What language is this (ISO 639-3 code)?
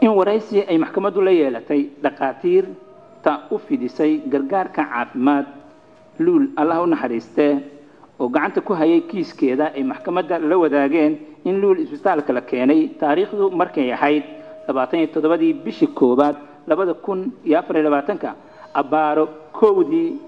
som